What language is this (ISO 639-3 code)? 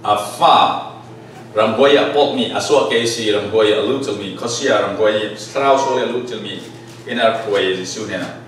cfm